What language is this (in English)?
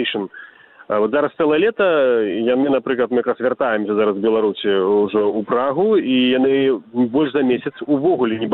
Belarusian